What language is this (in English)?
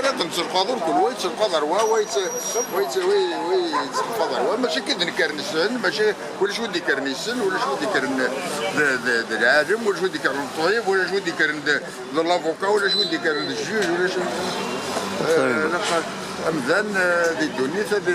Kabyle